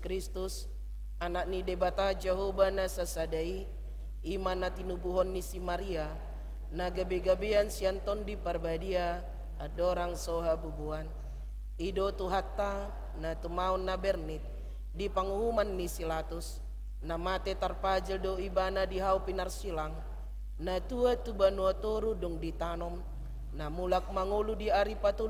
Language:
Batak Toba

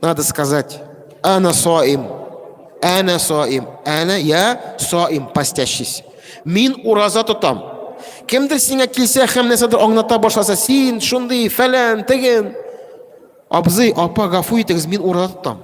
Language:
Tatar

